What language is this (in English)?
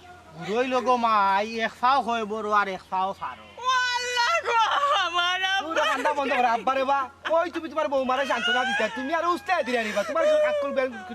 Sylheti